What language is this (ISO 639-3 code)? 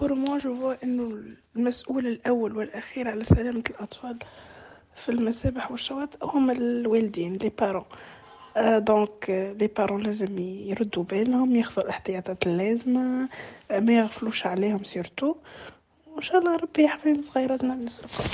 aeb